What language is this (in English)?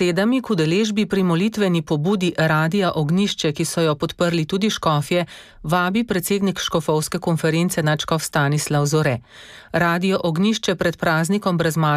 Slovenian